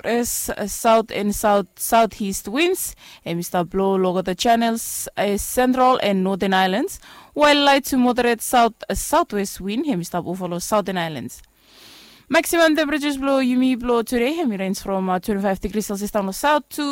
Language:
Bislama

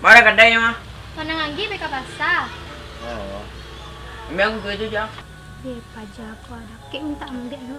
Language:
Minangkabau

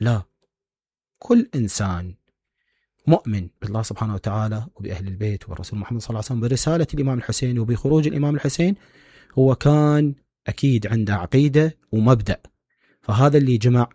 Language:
Mesopotamian Arabic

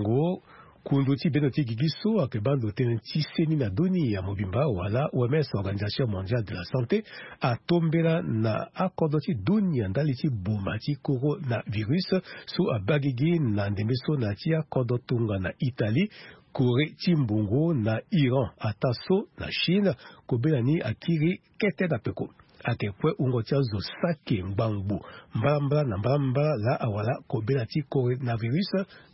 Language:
Sango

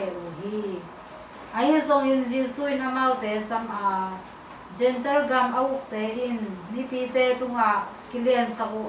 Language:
Tedim Chin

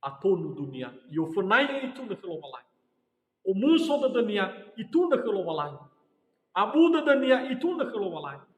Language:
Nias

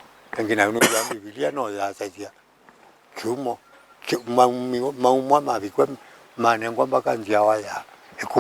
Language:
Kamba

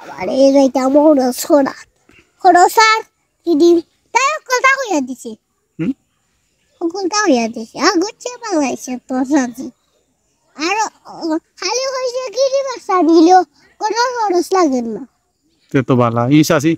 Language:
Sylheti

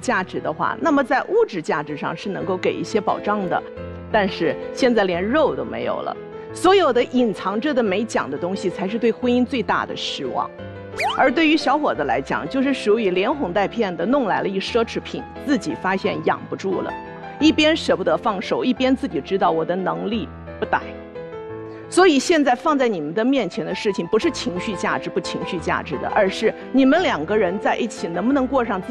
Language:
Chinese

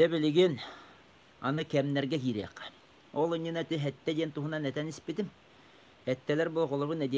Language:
Yakut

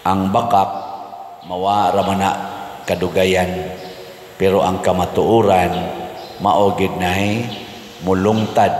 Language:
Cebuano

